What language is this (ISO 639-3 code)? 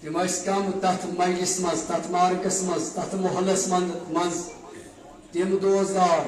kas